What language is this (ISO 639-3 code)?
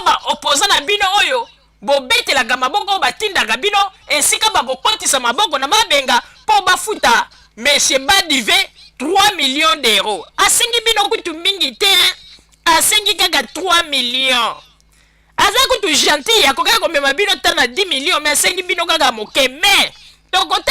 lin